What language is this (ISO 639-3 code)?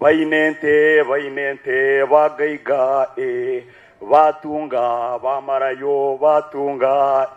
nyn